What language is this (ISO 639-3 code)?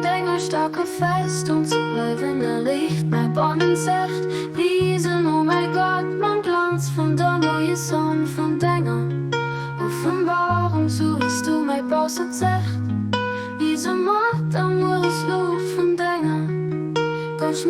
ltz